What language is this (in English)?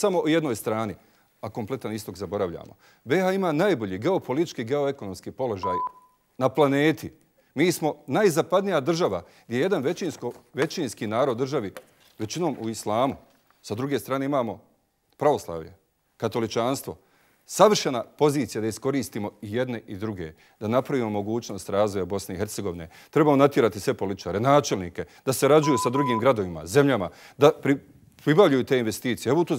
Bosnian